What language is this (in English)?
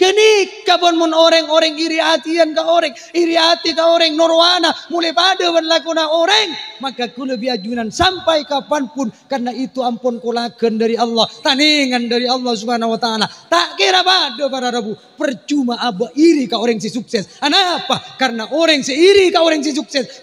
Madurese